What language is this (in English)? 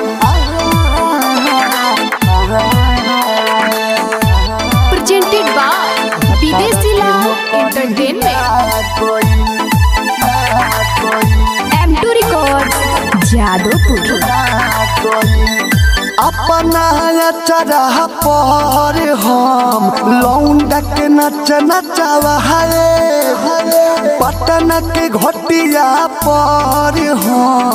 Bhojpuri